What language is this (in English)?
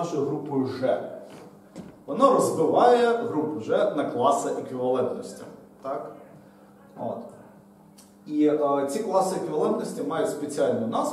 Ukrainian